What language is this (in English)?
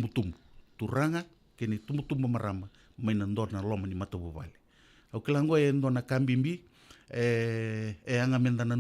Fijian